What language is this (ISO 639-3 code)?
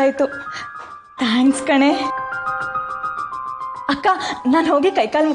kan